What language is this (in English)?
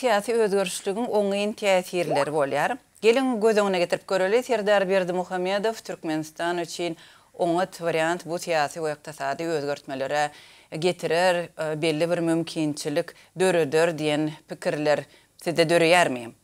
Turkmen